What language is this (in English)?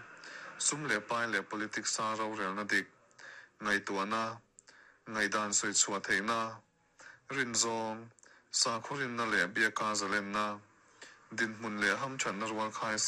Mizo